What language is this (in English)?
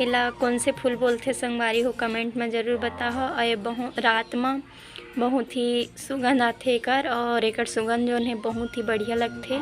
Chhattisgarhi